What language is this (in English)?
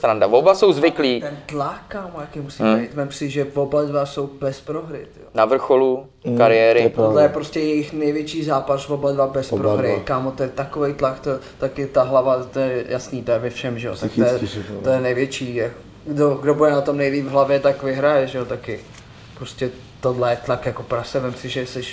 Czech